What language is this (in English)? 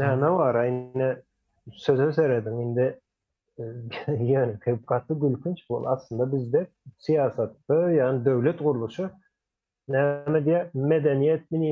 Turkmen